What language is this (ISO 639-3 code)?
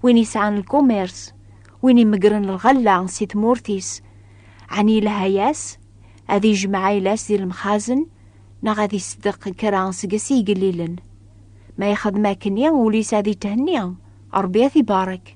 kab